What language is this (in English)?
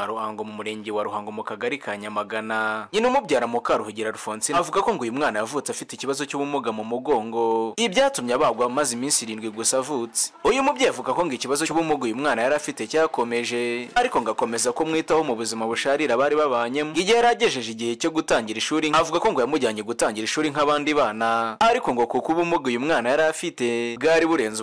Kinyarwanda